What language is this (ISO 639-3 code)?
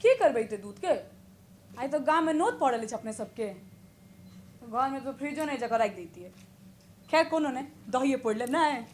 mai